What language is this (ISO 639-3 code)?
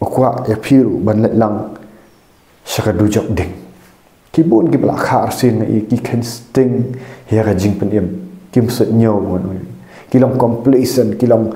kha